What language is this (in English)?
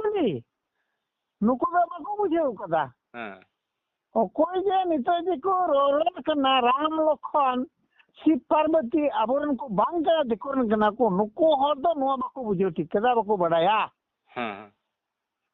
Santali